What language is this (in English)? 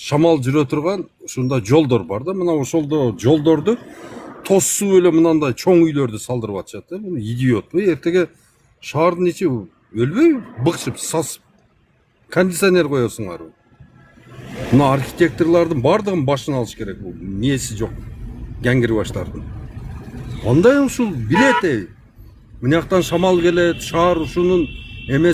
Kyrgyz